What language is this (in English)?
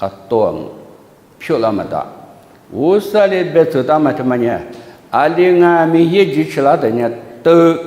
Lisu